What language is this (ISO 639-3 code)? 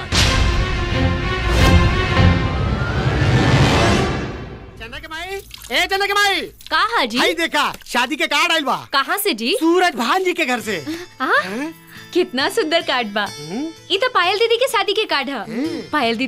bho